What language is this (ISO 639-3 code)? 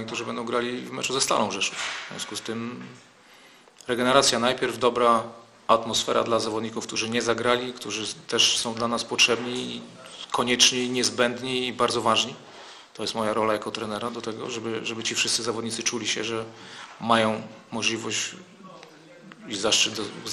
pol